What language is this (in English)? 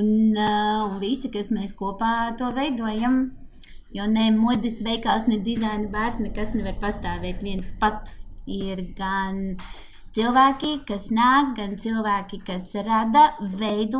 Latvian